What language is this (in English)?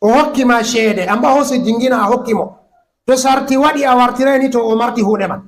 Fula